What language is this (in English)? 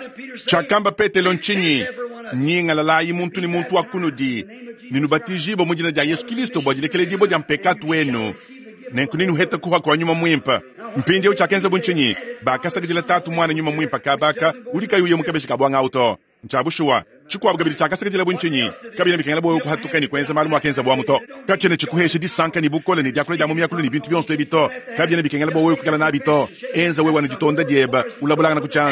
Luba-Lulua